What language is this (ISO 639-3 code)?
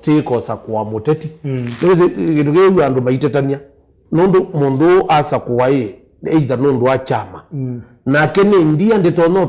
kam